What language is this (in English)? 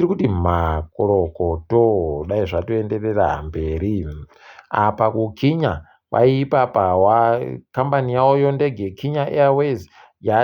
Ndau